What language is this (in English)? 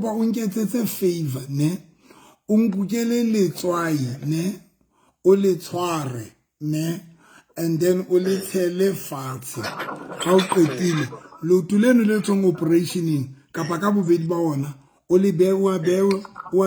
Southern Sotho